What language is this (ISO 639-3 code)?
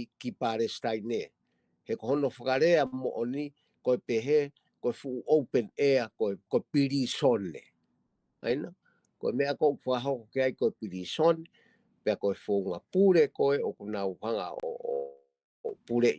ton